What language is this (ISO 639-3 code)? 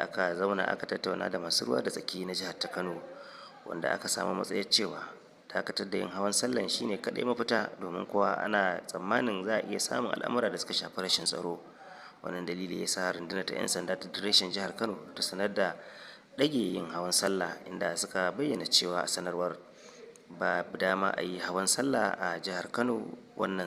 hau